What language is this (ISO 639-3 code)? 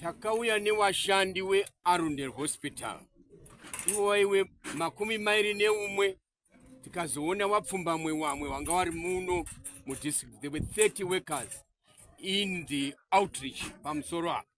sna